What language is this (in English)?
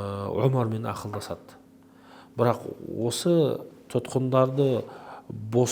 Kazakh